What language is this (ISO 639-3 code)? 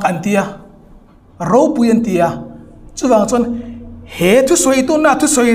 hmr